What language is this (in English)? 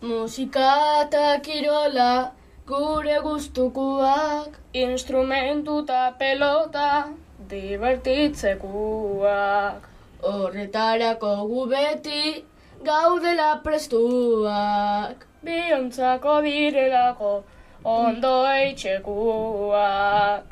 Basque